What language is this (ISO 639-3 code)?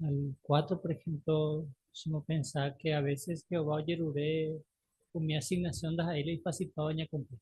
grn